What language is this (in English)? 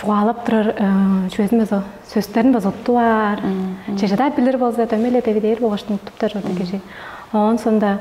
Tuvinian